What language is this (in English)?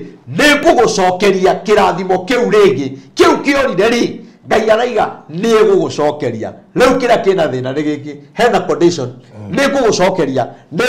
Kikuyu